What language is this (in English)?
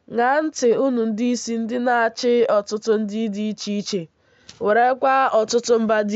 Igbo